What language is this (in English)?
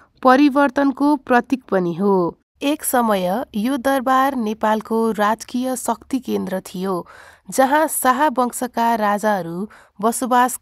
Nepali